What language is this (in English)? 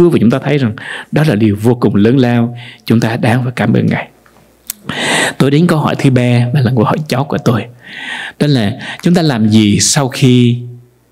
Vietnamese